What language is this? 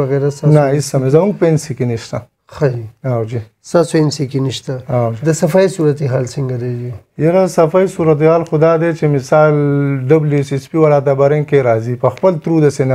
Pashto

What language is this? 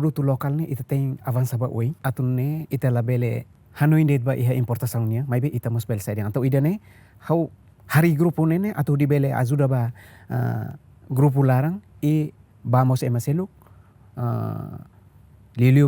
Tetum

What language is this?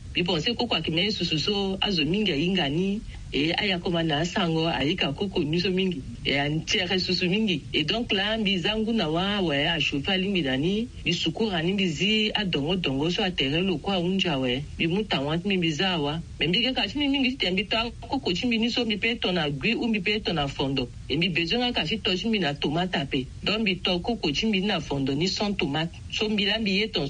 Sango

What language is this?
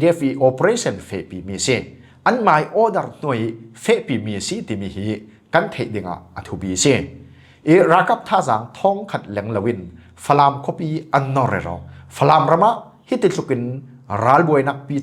Falam Chin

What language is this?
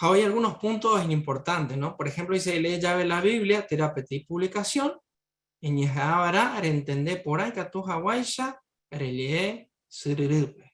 Guarani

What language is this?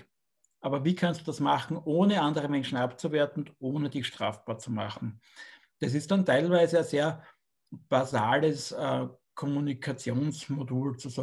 German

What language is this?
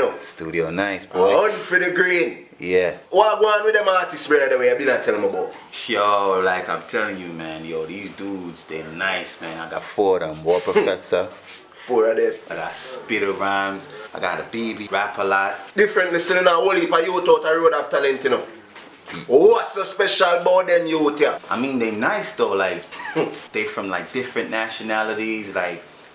Jamaican Creole English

